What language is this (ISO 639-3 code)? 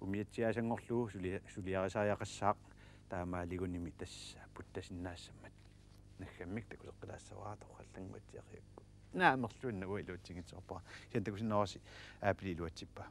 kal